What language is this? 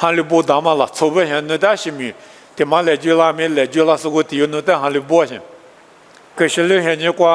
Lisu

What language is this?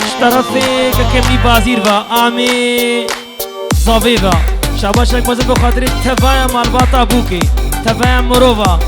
Kurdish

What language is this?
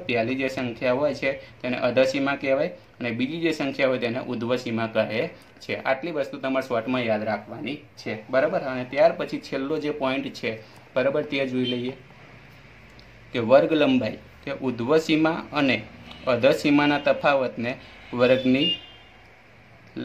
Gujarati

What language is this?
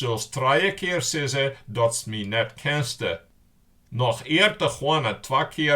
Western Frisian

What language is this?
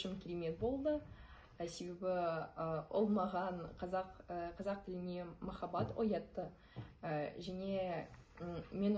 Kazakh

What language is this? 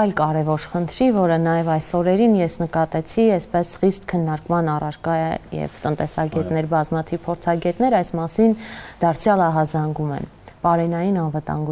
Armenian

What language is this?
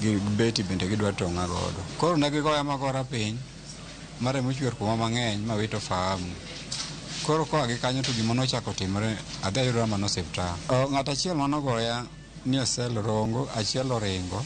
Luo (Kenya and Tanzania)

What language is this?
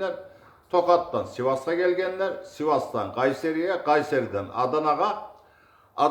Kumyk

